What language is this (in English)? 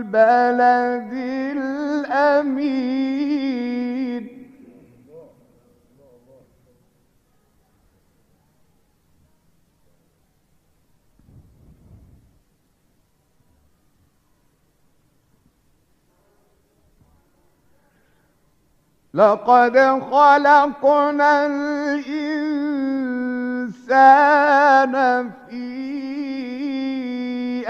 Arabic